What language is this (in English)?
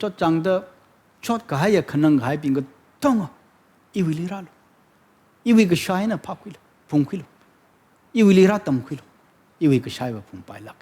Tangkhul Naga (India)